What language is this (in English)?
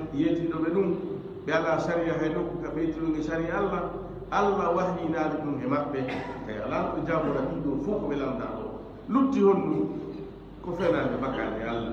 Fula